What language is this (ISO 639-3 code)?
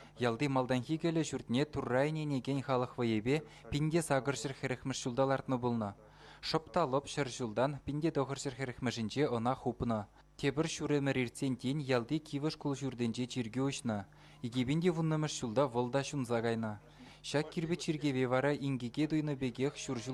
chv